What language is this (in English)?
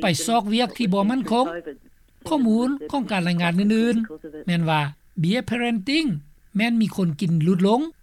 Lao